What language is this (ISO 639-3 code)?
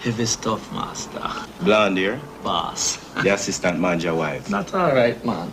jam